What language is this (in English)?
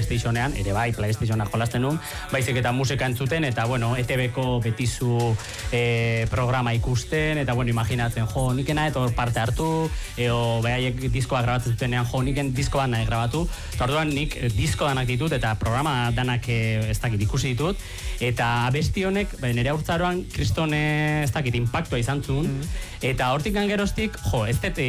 Basque